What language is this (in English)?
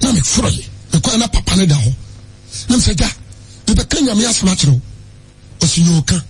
Akan